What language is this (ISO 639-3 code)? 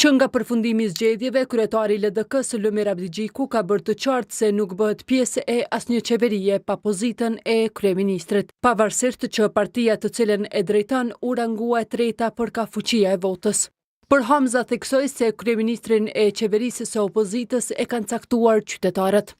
sqi